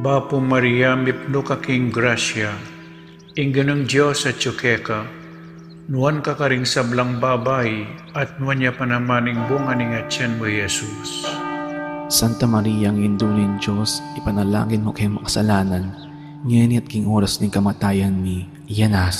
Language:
Pampanga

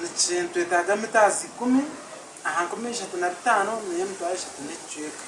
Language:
Nyankole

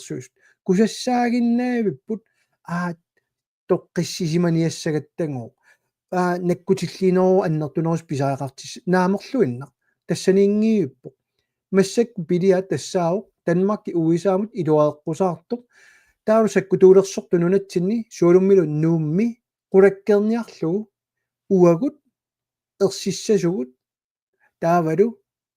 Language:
Kalaallisut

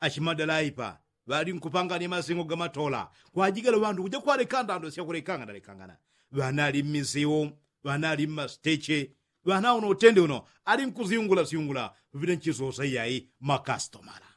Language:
Yao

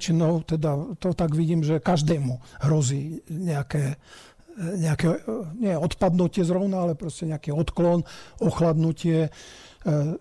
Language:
Slovak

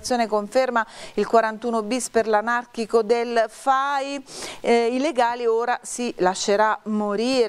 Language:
Italian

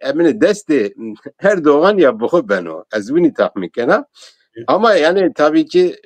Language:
Zaza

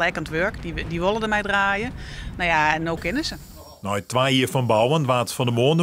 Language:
Western Frisian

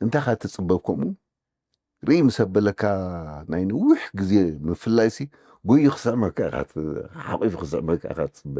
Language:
Tigrinya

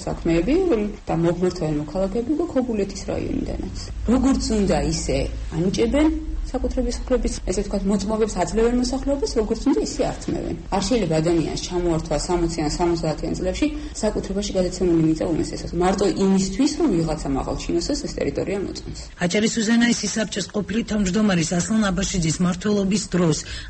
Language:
Georgian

